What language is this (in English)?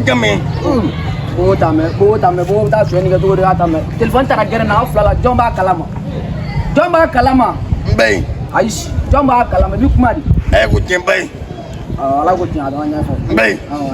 Bambara